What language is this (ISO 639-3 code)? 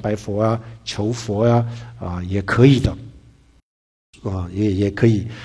zho